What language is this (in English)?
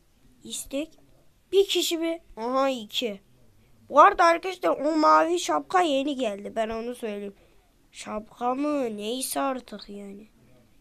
Turkish